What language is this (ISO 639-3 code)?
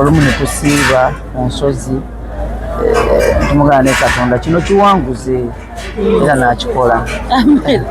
lug